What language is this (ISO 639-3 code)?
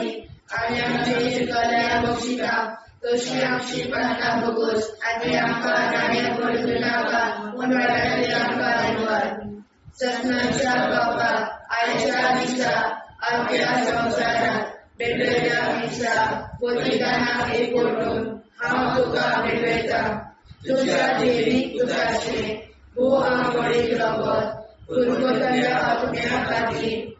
kok